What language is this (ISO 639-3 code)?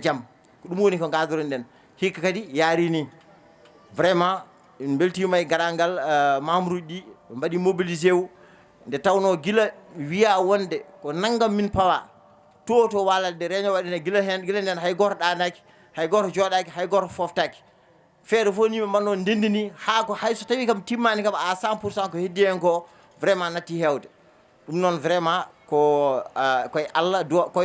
ful